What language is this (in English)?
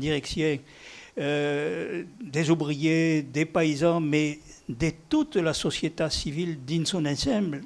Occitan